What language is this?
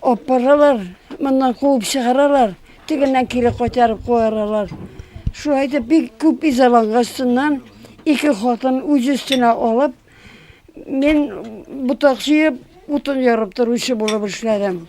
Tatar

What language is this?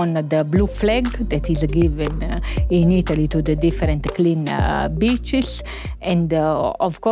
Luxembourgish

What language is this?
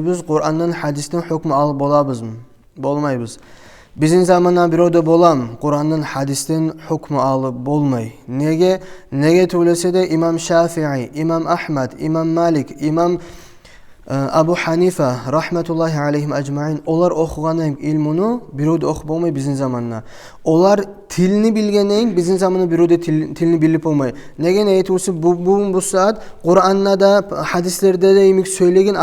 Kumyk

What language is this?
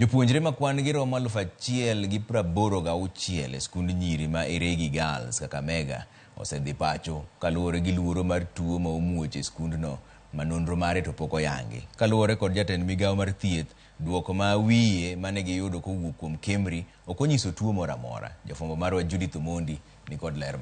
Luo (Kenya and Tanzania)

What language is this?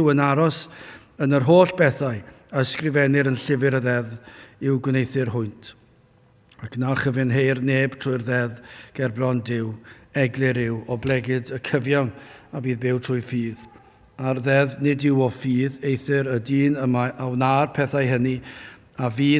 Welsh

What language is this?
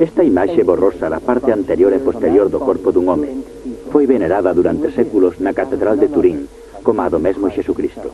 Galician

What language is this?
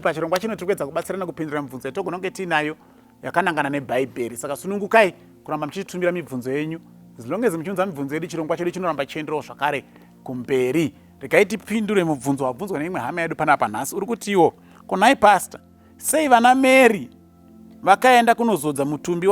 Shona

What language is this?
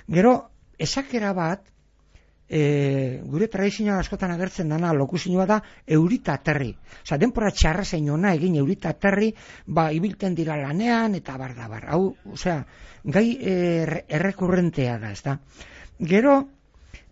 Basque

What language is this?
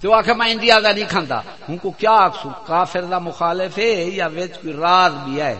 Saraiki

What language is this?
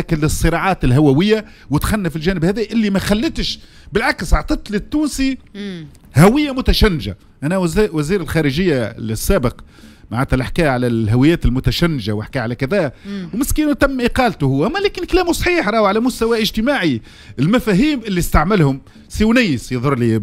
Tunisian Arabic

